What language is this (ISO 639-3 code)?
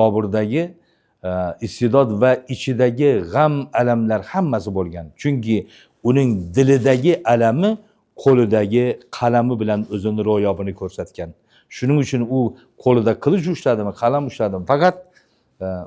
uzb